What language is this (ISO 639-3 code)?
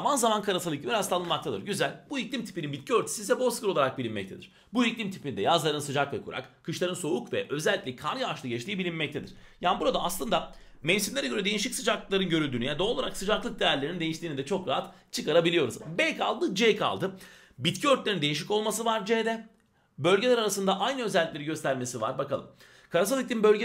tur